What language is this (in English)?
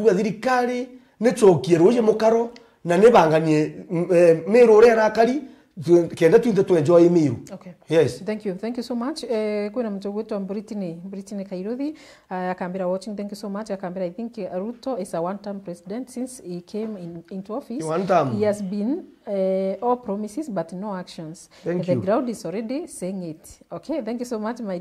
Meru